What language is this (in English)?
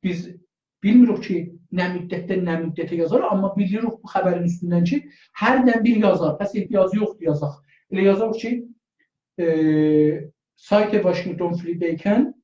South Azerbaijani